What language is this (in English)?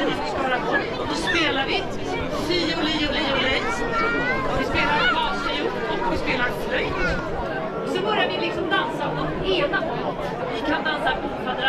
Swedish